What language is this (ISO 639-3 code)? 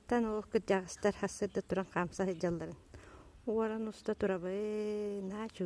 sah